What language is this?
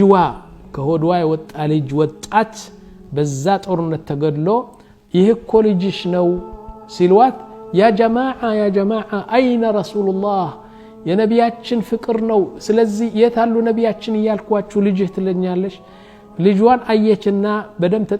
Amharic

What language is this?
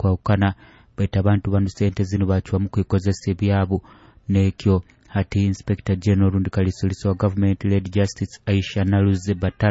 Nyoro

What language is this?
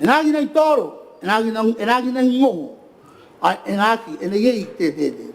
Gilbertese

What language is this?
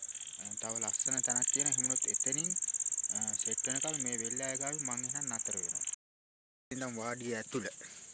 Sinhala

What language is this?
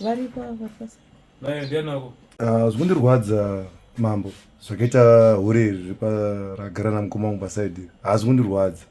Shona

